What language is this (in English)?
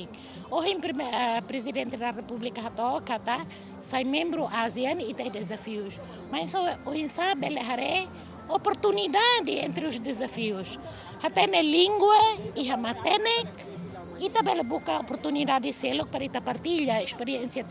Tetum